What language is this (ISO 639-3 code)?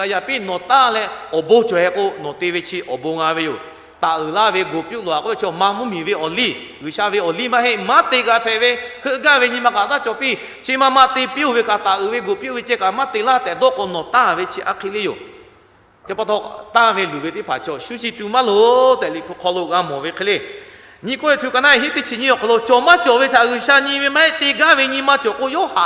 lhu